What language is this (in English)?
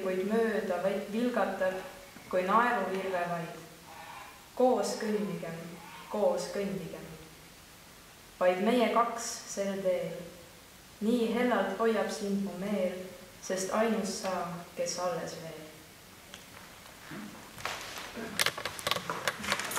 Estonian